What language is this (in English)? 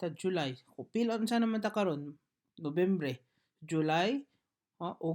Cebuano